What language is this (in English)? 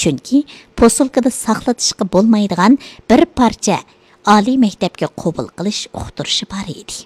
Uyghur